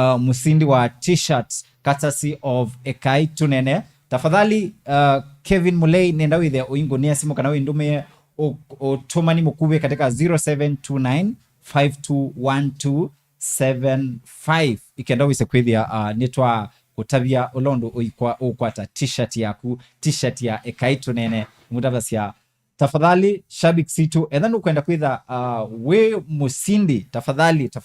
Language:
Kamba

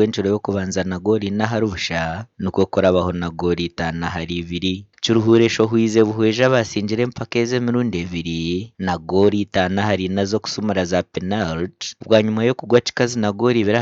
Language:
Nyankole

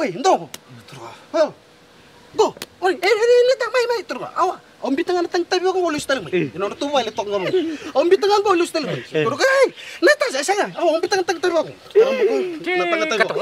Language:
Fijian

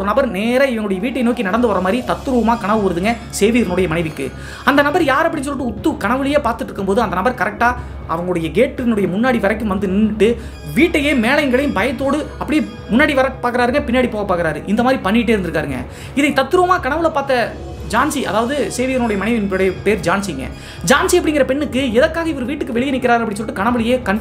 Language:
Tamil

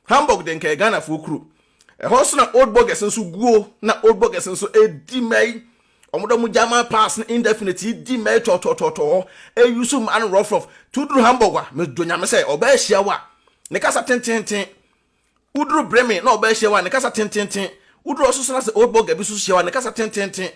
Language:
Akan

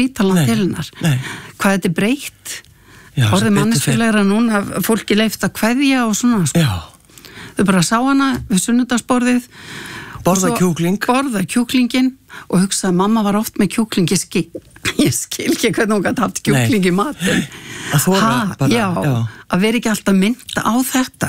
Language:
Icelandic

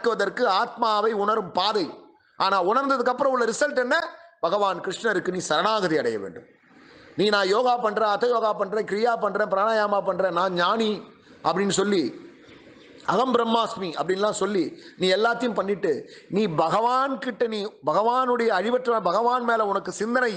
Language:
Tamil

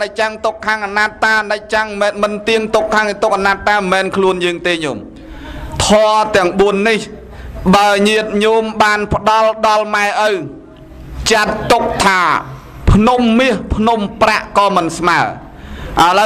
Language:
Khmer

